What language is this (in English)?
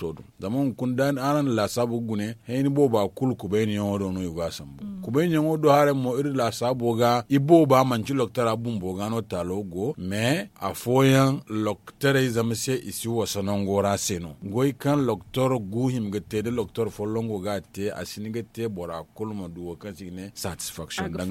Zarma